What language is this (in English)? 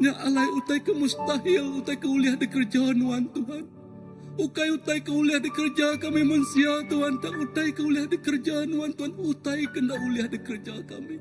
Iban